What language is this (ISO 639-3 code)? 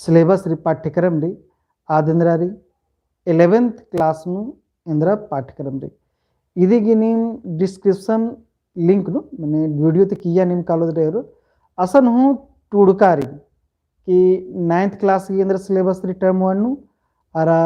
kru